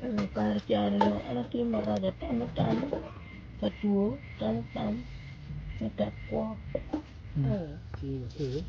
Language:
Acoli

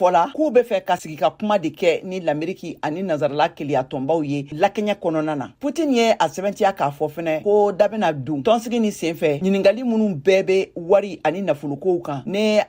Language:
Bambara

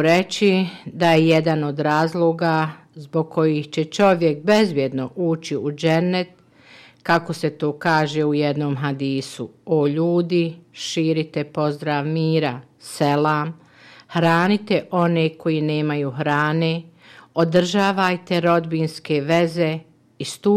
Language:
Bosnian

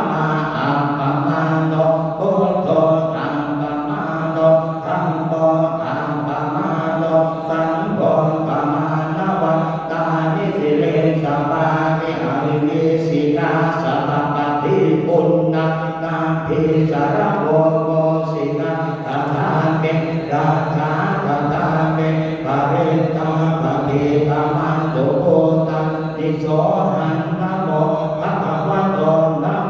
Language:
Pali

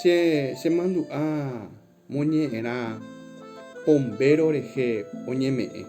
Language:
Guarani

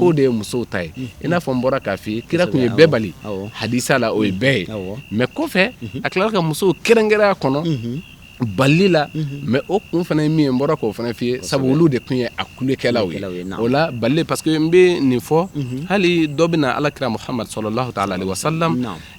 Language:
Bambara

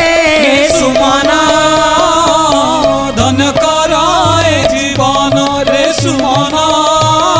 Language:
Odia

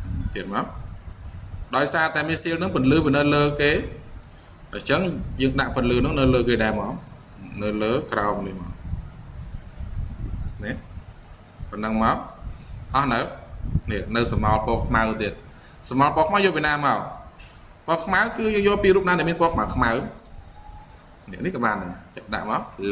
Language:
Khmer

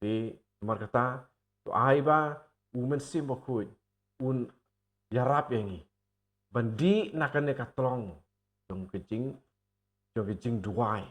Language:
Khasi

